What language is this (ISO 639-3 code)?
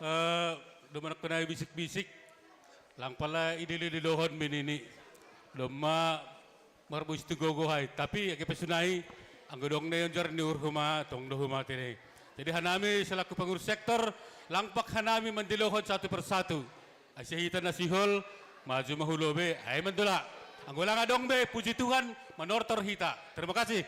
bts